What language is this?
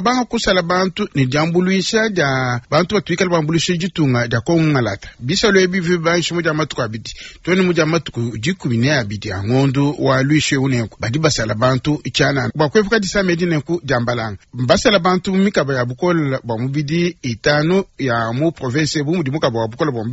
Luba-Lulua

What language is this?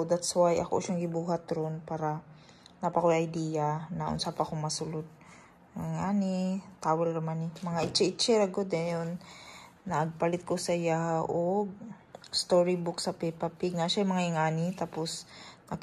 Cebuano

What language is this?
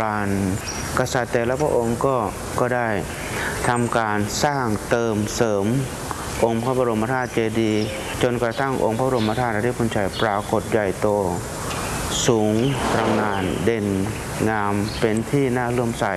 Thai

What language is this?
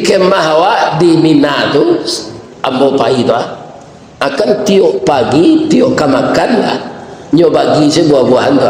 Minangkabau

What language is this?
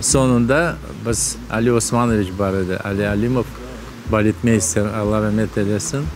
Crimean Tatar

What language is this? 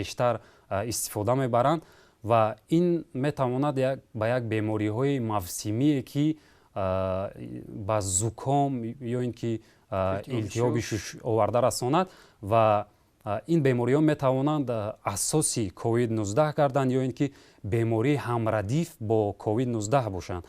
Tajik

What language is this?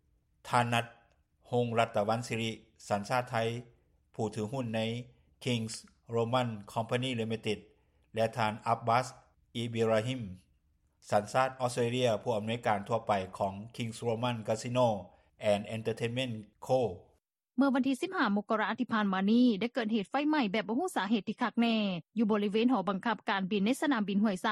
Lao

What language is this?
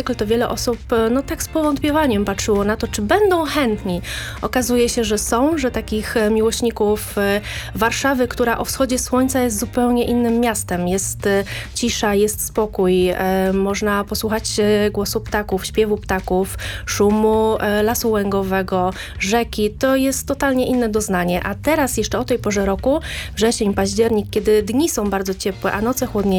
Polish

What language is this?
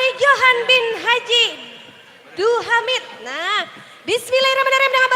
Banjar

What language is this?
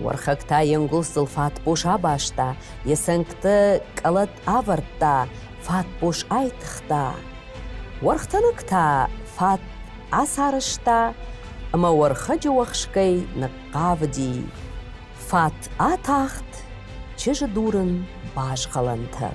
Ossetic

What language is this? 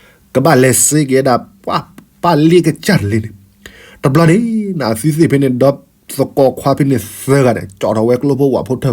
S'gaw Karen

